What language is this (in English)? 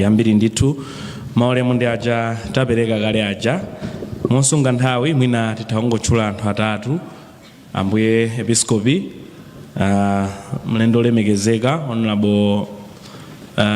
Nyanja